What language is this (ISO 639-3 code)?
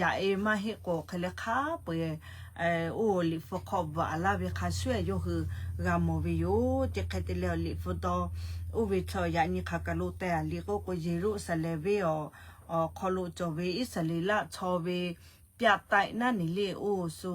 lhu